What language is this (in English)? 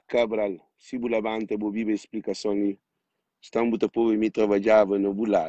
Kabuverdianu